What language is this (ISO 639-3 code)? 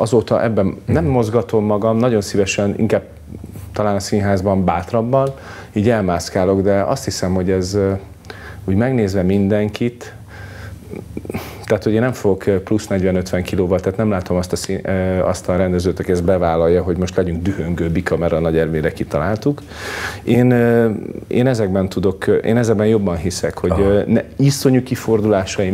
hun